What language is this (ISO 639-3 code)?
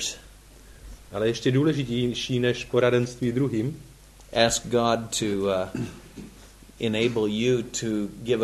ces